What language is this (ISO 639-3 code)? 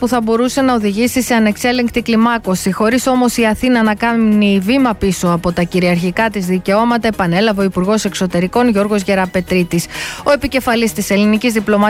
ell